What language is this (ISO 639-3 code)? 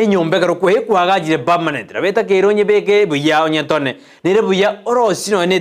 guz